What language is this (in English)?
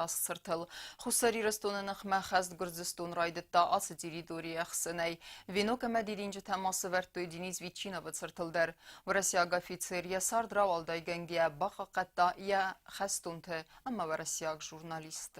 Ossetic